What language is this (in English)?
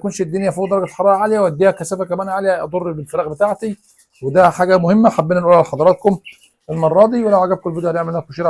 Egyptian Arabic